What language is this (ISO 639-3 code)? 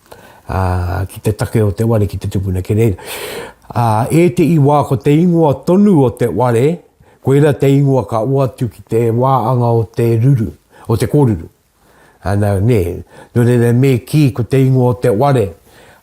mri